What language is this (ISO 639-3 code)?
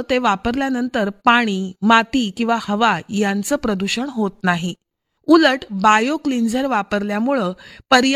mar